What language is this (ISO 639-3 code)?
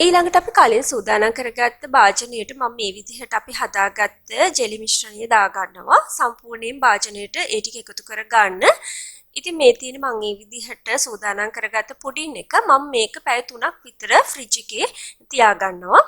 sin